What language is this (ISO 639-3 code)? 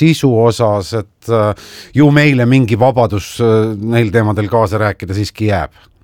est